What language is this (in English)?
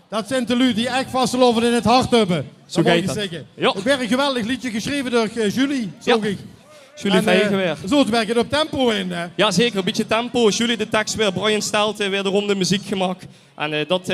Limburgish